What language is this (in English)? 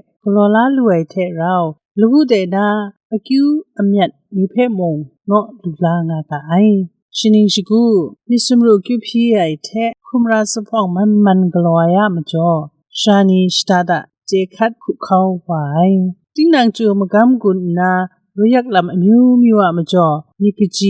Kachin